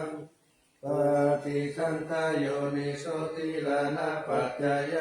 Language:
Pali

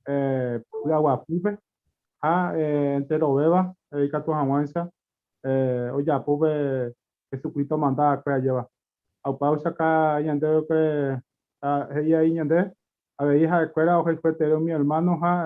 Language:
Guarani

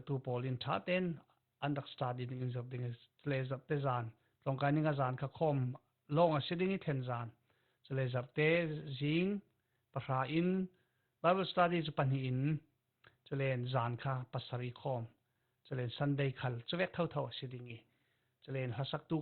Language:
Falam Chin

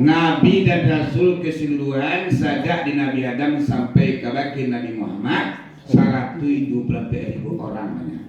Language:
Minangkabau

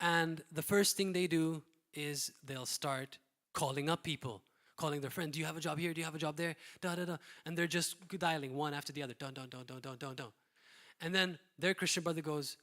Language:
English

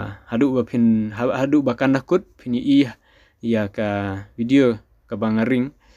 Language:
Khasi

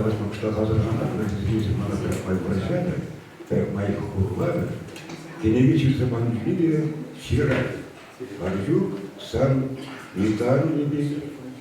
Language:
Chuvash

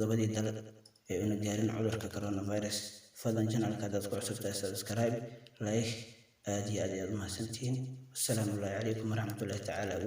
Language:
Somali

